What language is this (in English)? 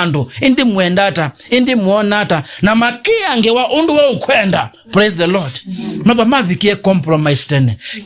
Kamba